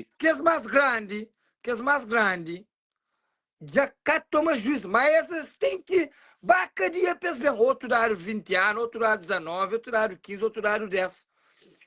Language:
Kabuverdianu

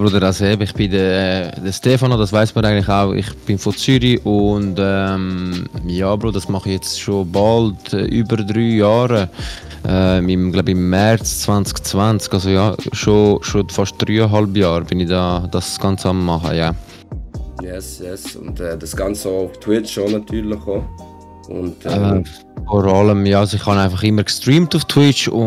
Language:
Swiss German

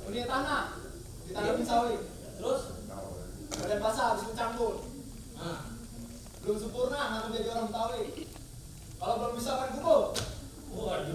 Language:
Betawi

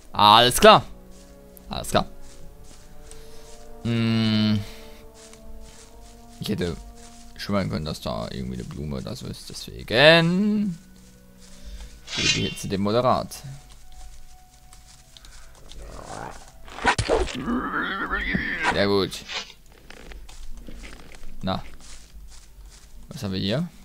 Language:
German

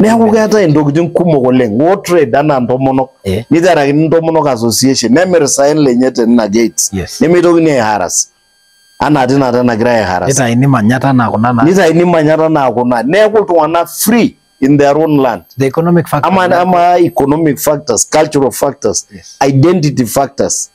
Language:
Masai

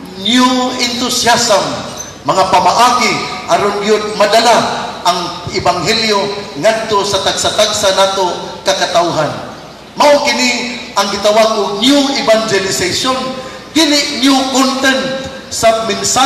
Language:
Cebuano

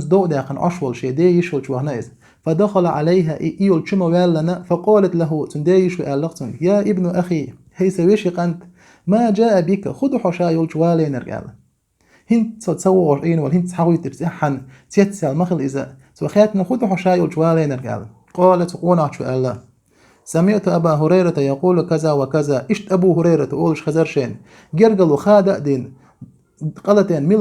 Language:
Chechen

